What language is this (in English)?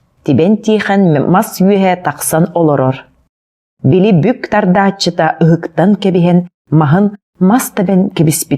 Yakut